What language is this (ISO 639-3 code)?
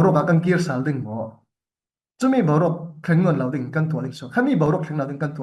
cfm